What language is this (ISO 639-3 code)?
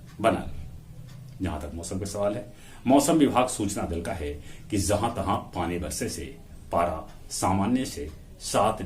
mag